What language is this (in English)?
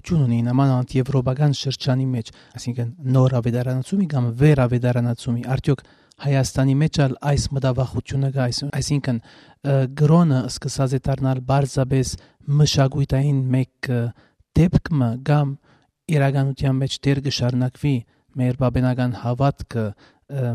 Western Armenian